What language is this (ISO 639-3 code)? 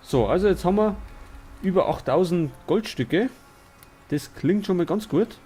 bar